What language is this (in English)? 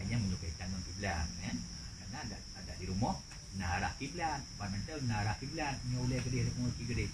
Achinese